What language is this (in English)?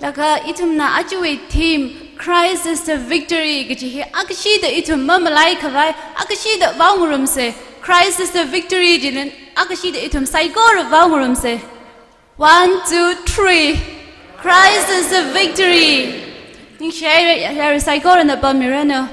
Tangkhul Naga (India)